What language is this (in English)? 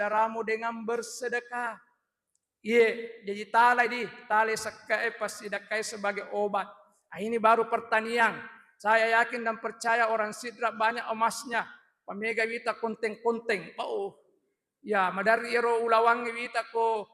Buginese